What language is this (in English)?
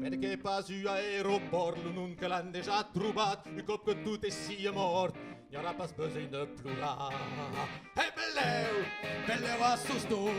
Occitan